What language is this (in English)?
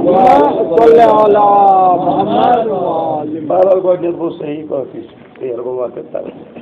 Kashmiri